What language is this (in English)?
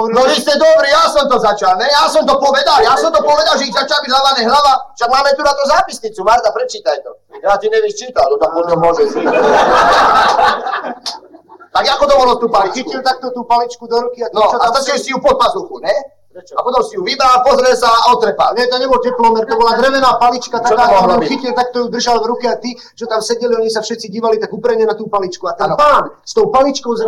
Slovak